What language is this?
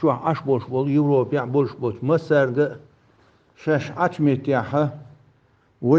Chechen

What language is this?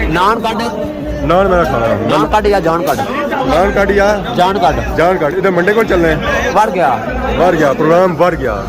Pahari-Potwari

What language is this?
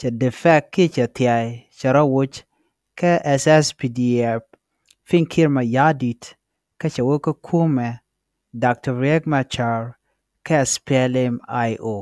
Nuer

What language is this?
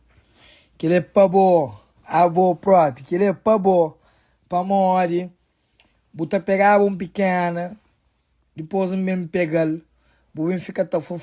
Kabuverdianu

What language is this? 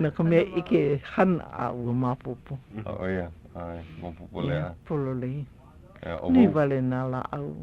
Hawaiian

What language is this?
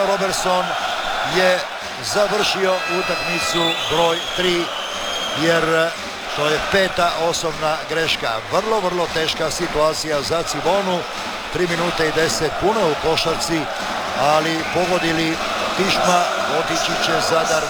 Croatian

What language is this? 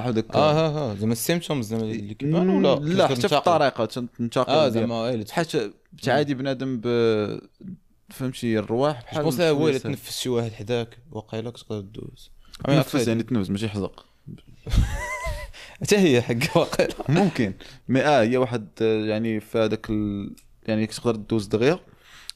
Moroccan Arabic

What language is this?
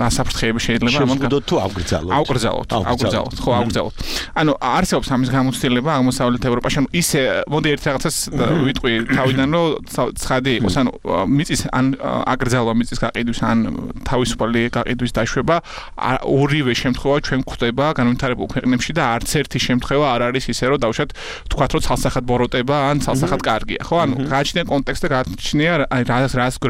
Georgian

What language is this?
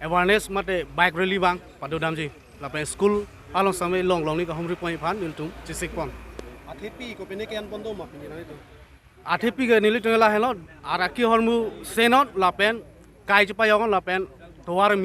Karbi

